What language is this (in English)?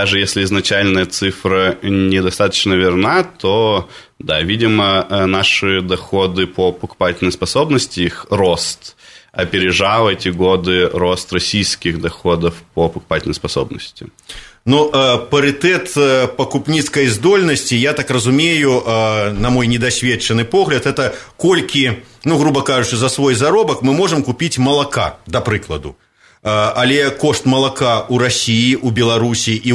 Belarusian